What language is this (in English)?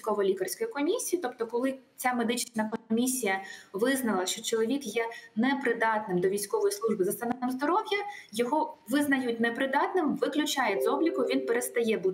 Ukrainian